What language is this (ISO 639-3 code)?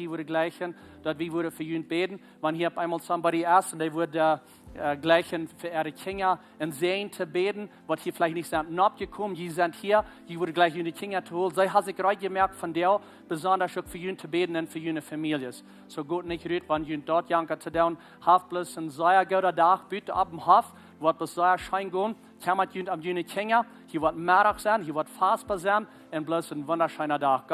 pdt